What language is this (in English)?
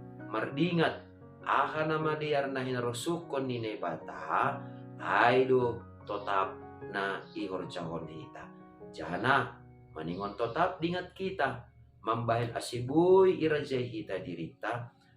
Batak Simalungun